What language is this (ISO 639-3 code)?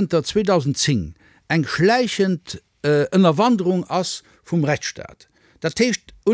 ltz